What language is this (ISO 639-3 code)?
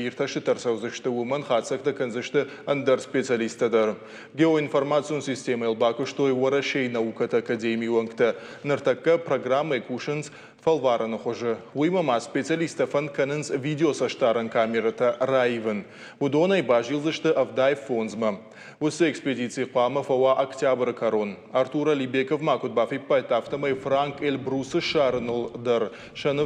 oss